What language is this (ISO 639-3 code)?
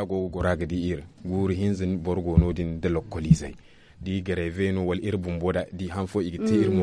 dje